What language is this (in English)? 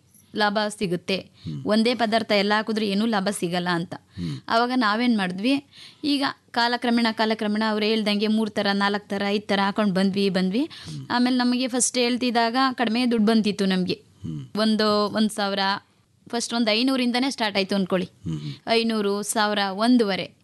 Kannada